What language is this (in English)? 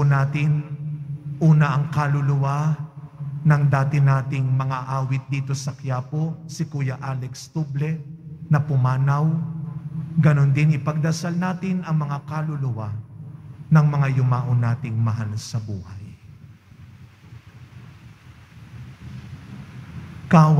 Filipino